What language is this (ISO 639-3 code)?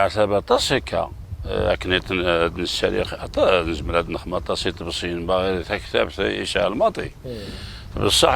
kab